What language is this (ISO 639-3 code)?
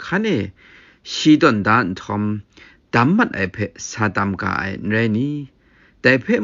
kac